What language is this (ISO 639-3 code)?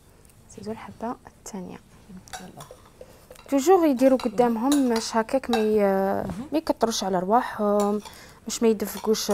arq